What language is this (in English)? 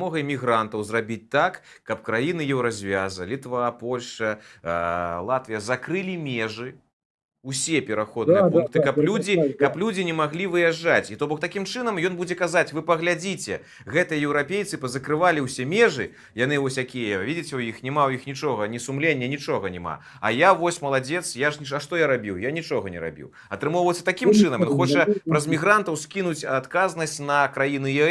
Belarusian